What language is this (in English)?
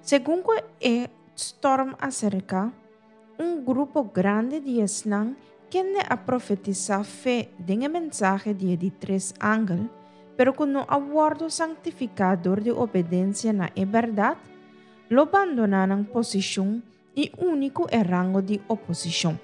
Papiamento